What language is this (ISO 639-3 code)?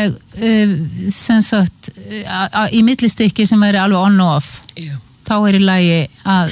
isl